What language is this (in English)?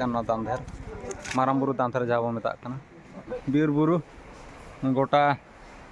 Santali